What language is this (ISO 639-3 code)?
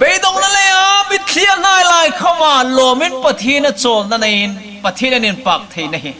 hmr